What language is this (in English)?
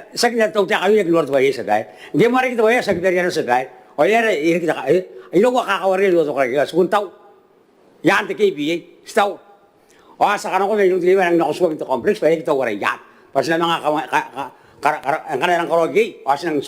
Gilbertese